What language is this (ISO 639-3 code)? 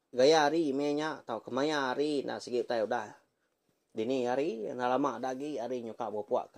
iba